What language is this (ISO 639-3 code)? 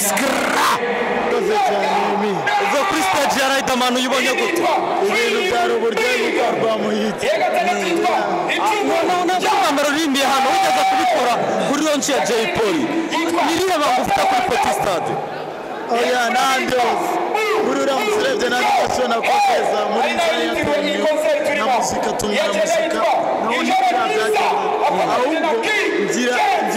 kin